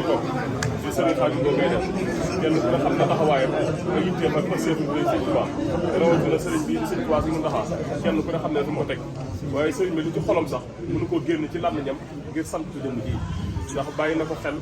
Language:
Wolof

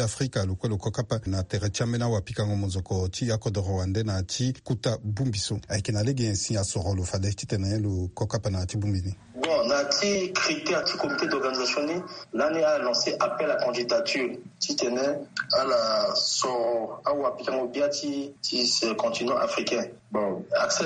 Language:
Sango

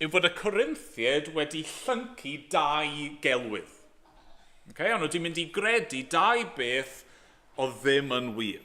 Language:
Welsh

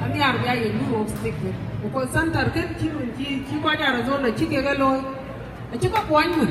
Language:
Dinka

